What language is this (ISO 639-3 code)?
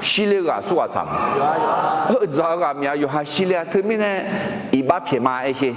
ahk